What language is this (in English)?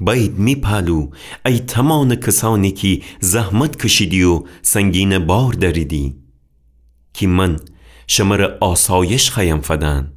Gilaki